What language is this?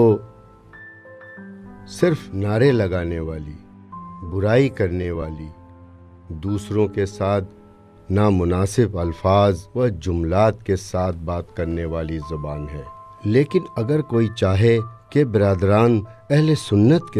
Urdu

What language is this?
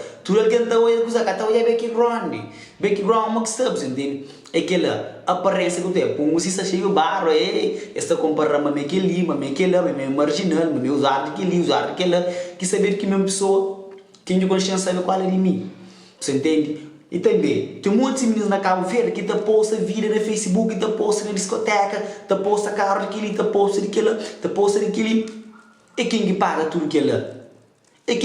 Kabuverdianu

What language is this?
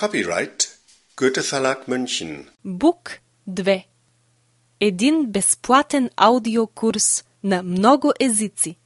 Bulgarian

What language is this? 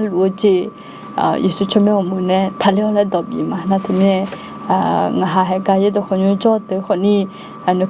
Akha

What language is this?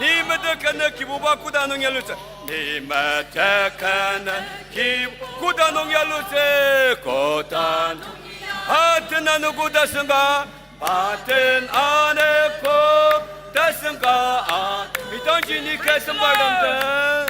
Ao Naga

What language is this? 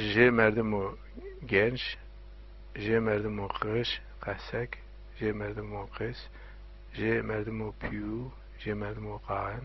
Zaza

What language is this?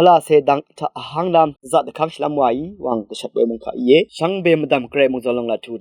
Rawang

